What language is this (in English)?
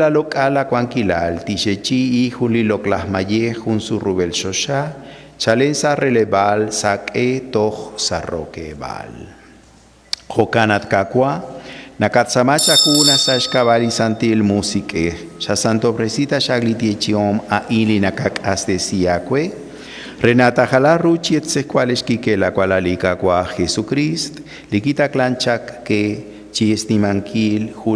Kekchí